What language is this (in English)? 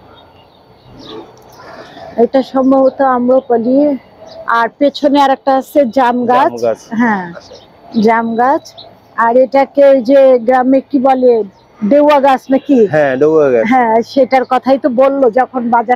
Bangla